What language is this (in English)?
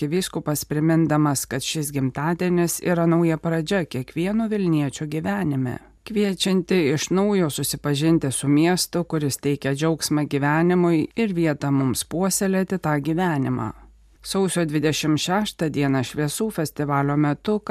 Lithuanian